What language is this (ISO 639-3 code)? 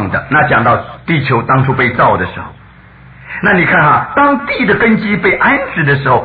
zho